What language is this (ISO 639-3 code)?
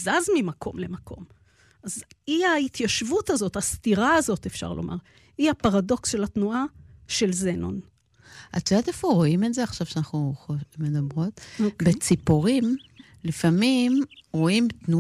heb